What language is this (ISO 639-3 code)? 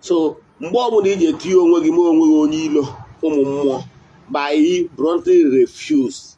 ibo